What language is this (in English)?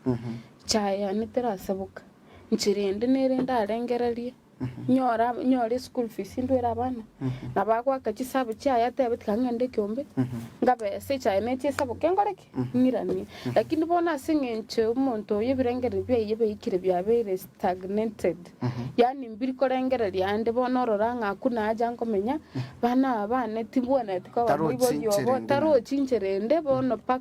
Gusii